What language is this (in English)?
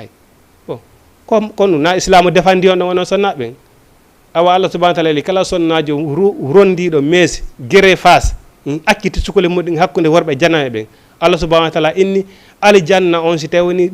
Fula